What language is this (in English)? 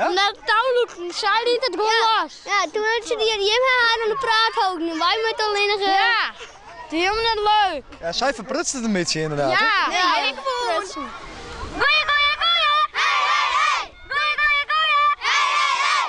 Western Frisian